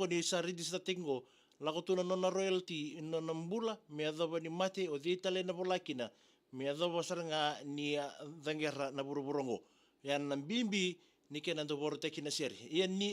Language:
Fijian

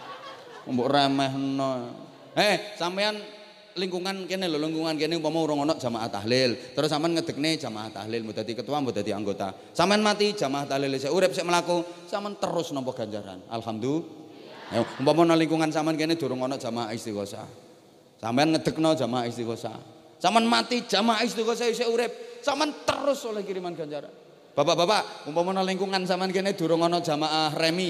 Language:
Javanese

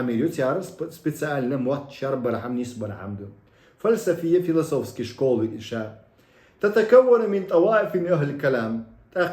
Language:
Chechen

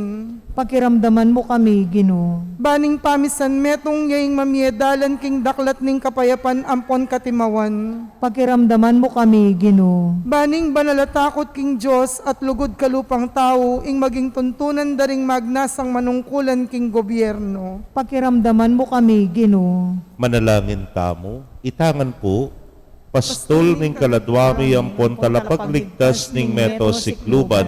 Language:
Pampanga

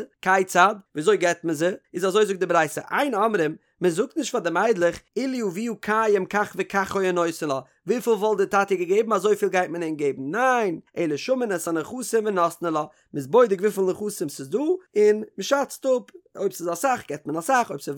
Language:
Yiddish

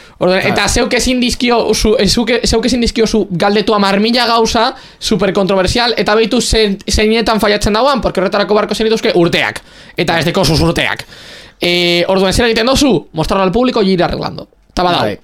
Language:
Basque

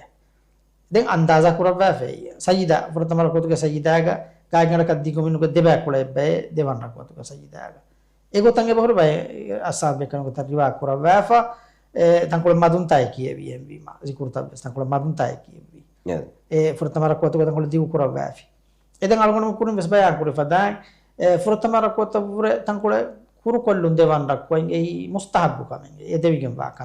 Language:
Divehi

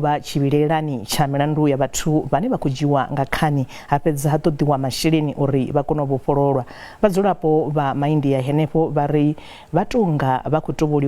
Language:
Venda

